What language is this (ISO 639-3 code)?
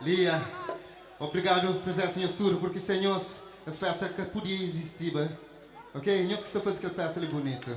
kea